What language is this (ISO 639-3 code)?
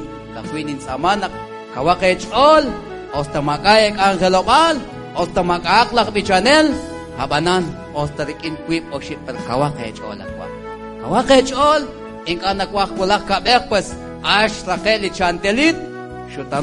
kek